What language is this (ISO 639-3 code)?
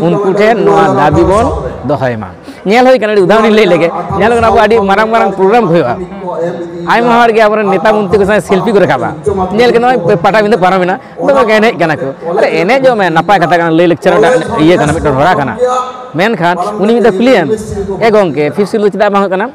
sat